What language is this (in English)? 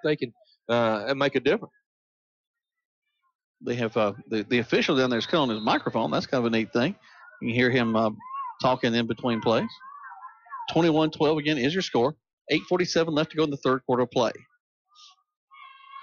English